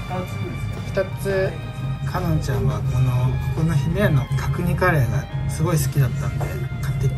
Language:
Japanese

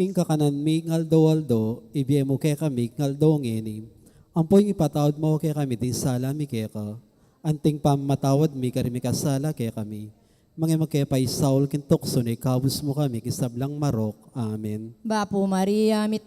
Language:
Pampanga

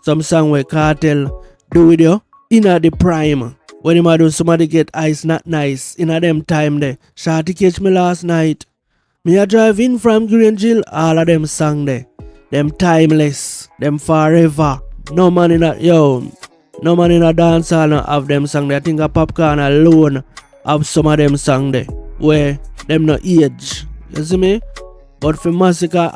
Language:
Jamaican Creole English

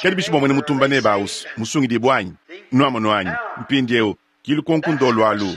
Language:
Luba-Lulua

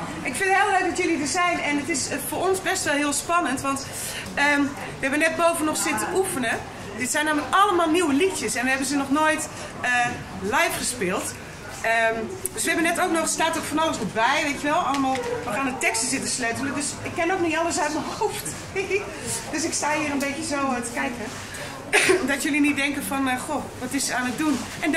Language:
Dutch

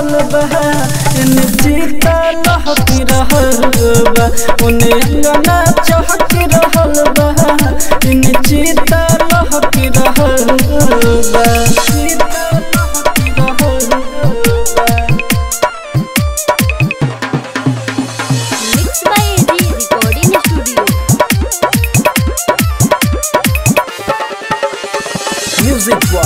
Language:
Bhojpuri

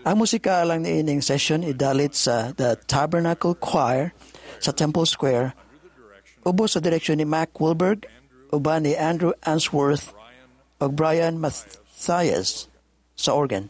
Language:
Cebuano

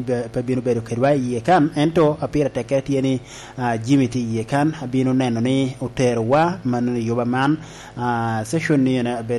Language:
Lango (Uganda)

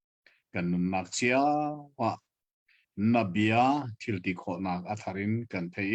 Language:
Hakha Chin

